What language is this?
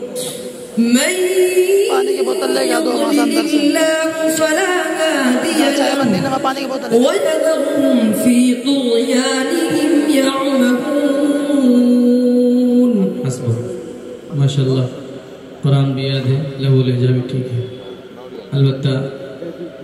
Urdu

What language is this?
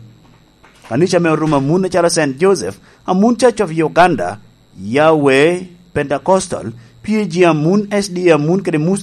Lango (Uganda)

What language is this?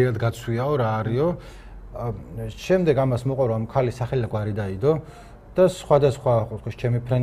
Georgian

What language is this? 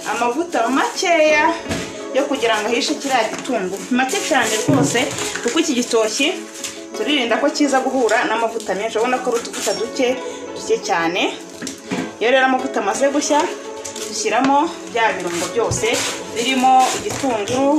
Kinyarwanda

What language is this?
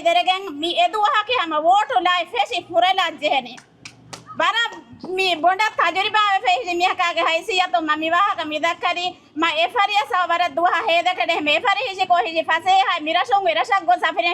Divehi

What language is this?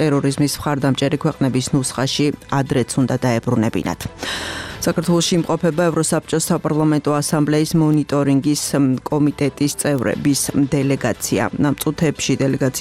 Georgian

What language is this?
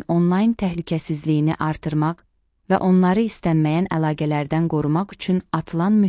Azerbaijani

